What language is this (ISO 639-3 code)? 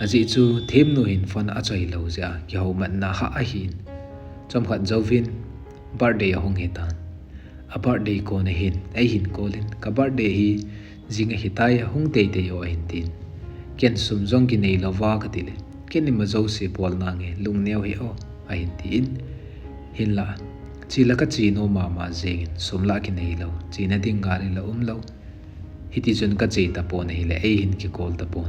tcz